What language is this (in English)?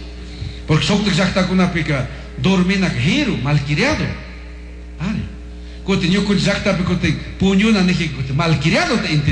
Chimborazo Highland Quichua